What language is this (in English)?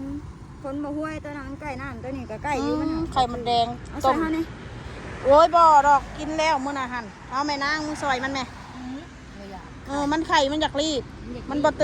Lao